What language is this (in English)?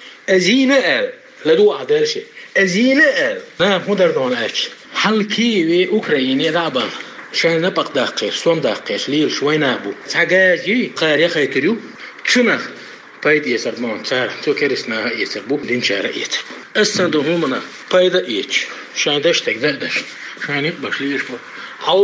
Chechen